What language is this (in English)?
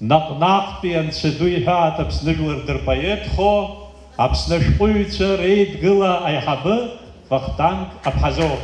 Abkhazian